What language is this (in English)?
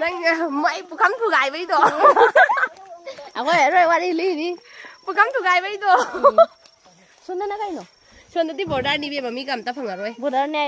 Manipuri